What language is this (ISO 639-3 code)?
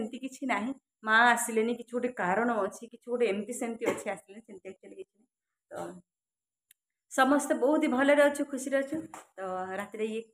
ori